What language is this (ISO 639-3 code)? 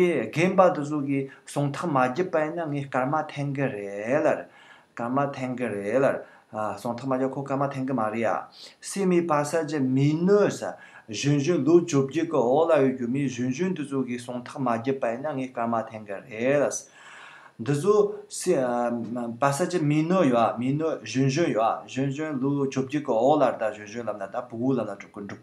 bod